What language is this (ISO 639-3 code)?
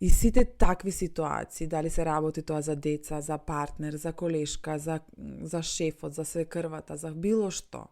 mkd